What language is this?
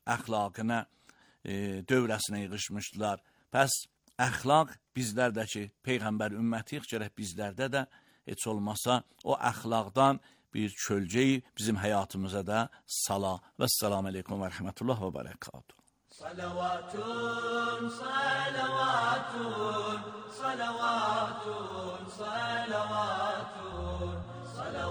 Azerbaijani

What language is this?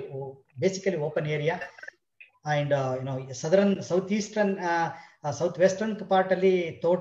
Kannada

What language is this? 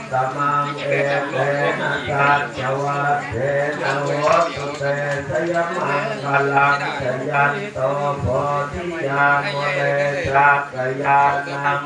Pali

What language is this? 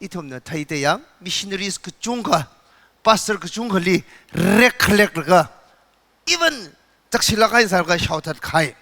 Tangkhul Naga (India)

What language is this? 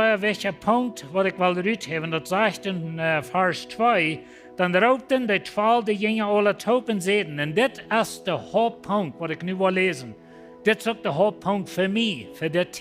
Plautdietsch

